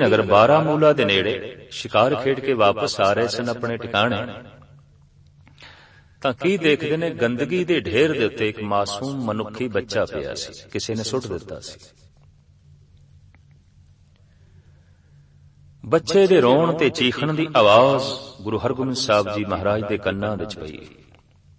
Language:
Punjabi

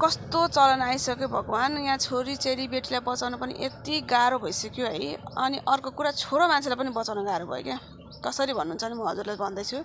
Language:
Nepali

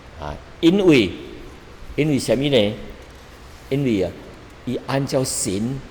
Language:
Min Nan Chinese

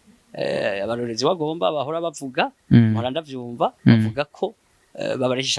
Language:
Rundi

